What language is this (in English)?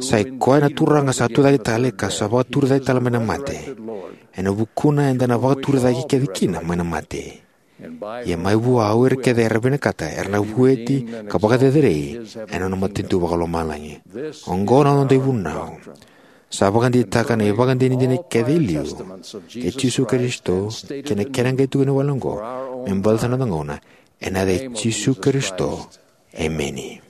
Fijian